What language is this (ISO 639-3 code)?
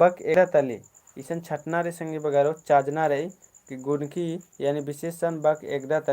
kru